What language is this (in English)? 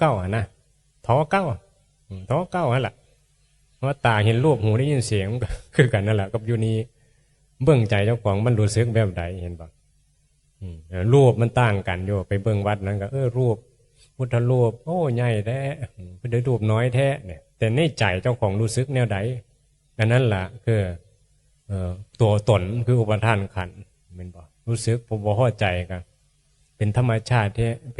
Northeastern Thai